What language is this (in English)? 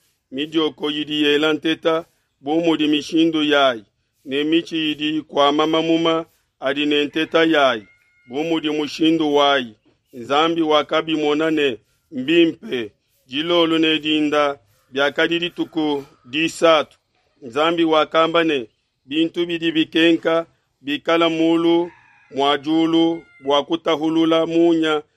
Luba-Lulua